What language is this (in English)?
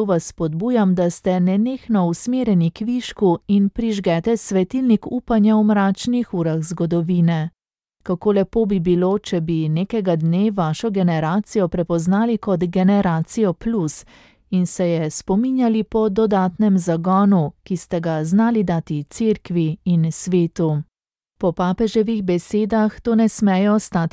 Slovenian